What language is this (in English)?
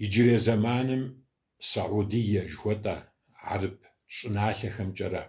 Kabardian